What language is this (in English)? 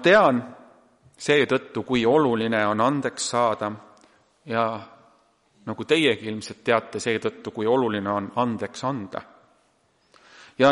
Estonian